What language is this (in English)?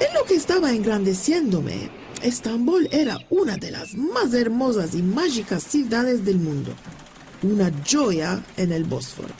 Ladino